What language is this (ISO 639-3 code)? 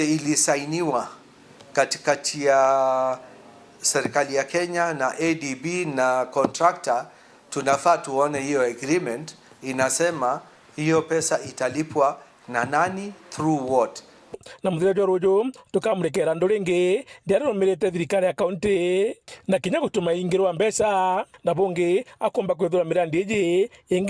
mer